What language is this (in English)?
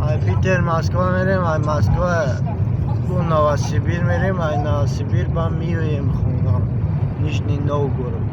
Tajik